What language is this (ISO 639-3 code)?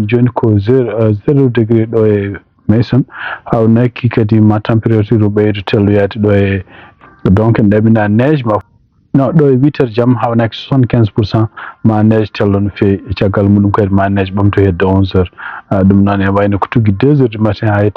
ful